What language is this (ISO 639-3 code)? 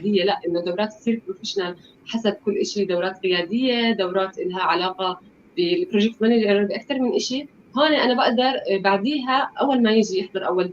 apc